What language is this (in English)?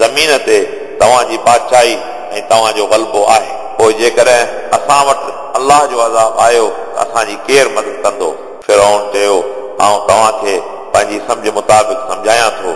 Sindhi